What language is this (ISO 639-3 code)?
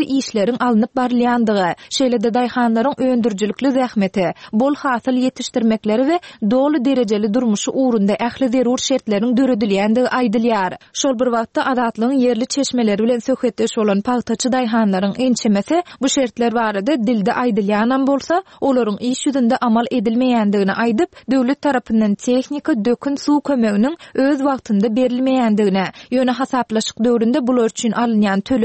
tuk